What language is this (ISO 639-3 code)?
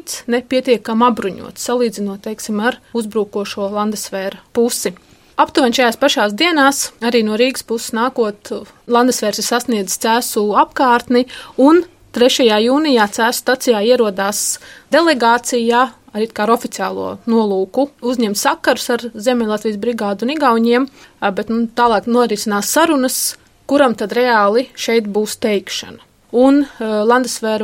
lav